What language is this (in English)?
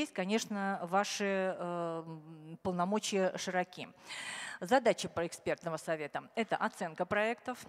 Russian